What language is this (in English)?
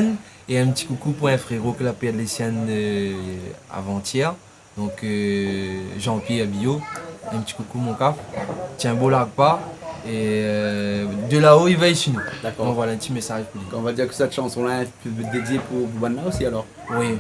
Réunion Creole French